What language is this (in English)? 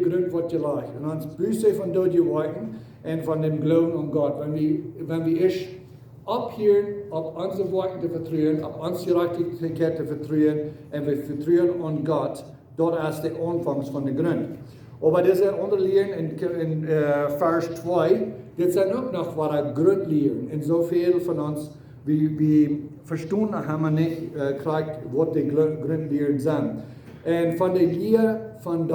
Plautdietsch